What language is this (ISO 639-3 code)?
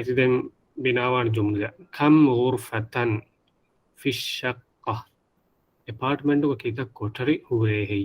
div